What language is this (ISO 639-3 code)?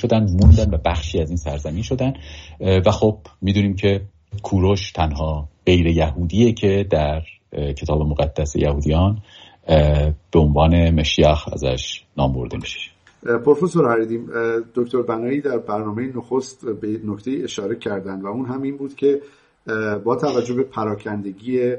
fas